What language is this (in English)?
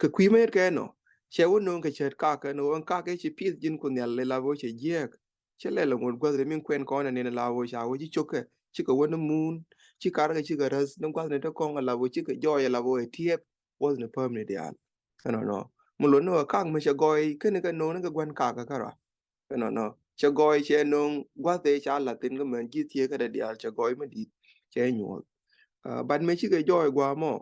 Nuer